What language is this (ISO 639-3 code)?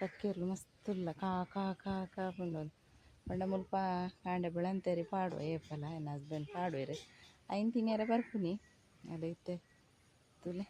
tcy